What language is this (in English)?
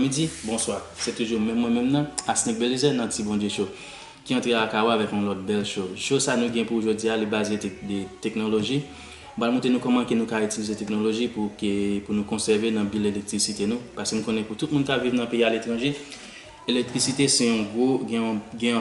Haitian Creole